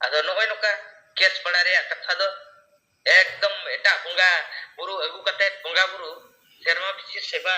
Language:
Santali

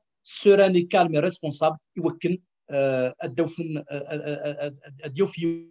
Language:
Kabyle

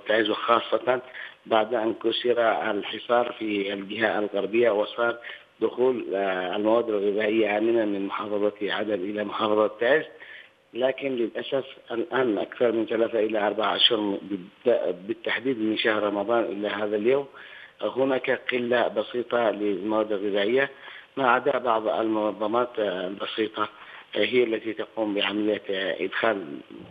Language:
Arabic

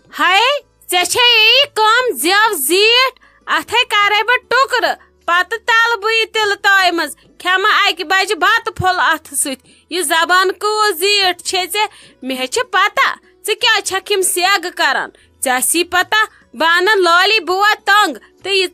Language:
Kashmiri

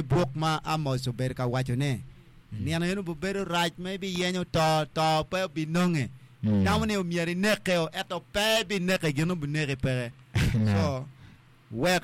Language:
Acoli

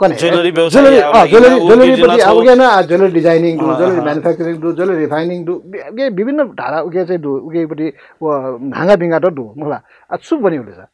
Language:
Newari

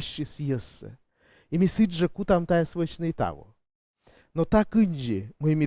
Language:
Komi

